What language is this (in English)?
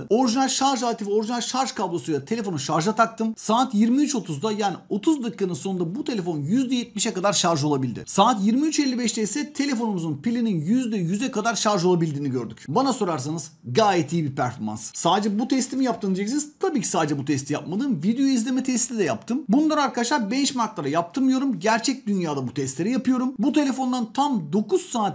Turkish